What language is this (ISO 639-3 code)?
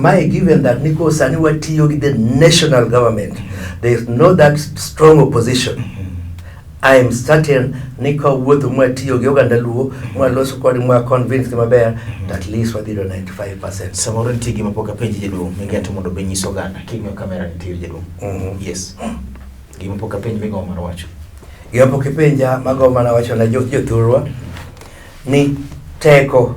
luo